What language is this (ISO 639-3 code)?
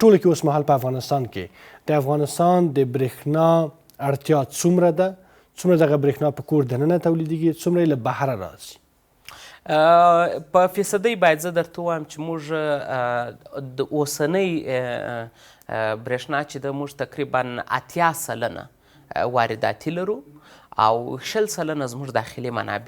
pus